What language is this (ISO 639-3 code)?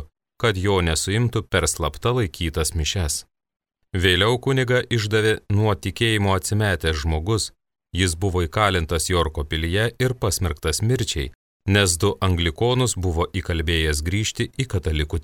lit